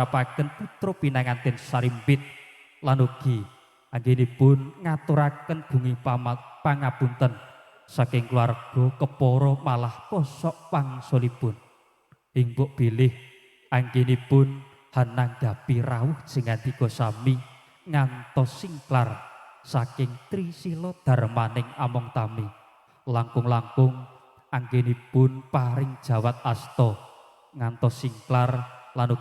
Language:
Javanese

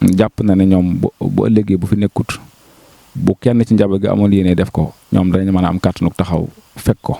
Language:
Wolof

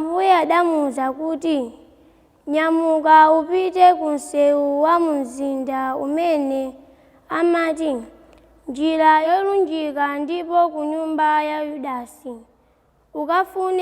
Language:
Nyanja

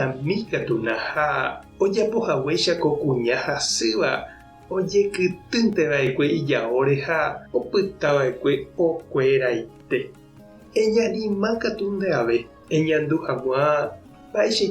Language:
Guarani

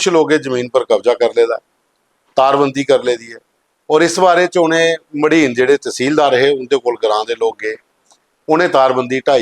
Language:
Dogri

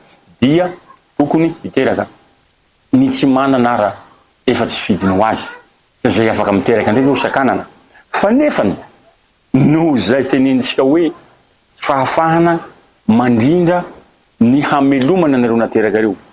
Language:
Malagasy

